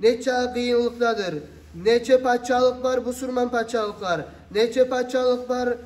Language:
Kumyk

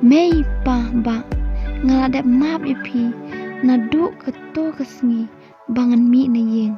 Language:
Khasi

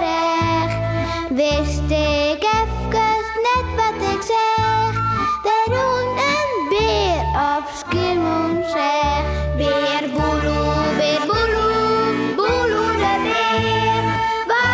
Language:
Western Frisian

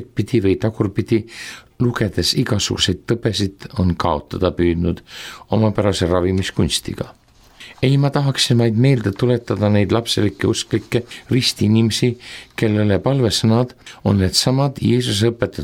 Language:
Estonian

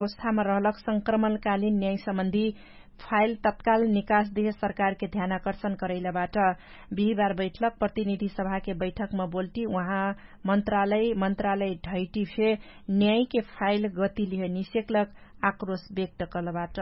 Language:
Dangaura Tharu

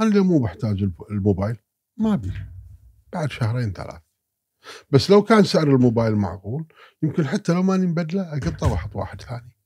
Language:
Gulf Arabic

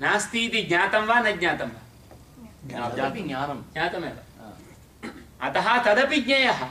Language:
Sanskrit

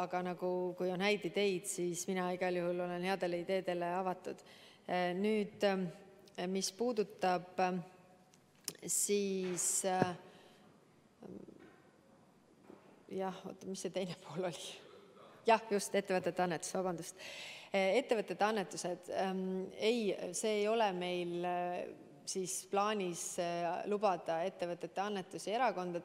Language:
Estonian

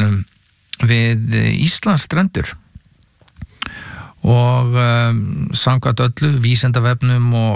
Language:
Icelandic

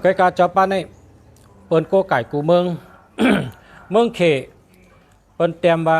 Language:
Shan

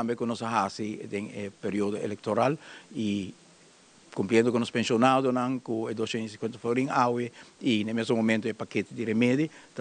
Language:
Papiamento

